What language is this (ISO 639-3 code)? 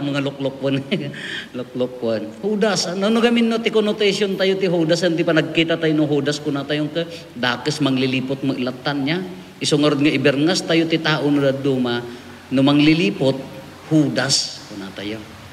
ilo